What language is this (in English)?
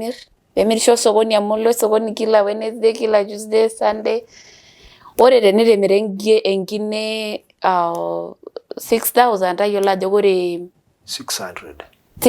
Masai